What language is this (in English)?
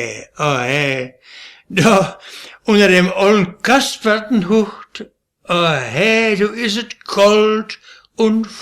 Westphalien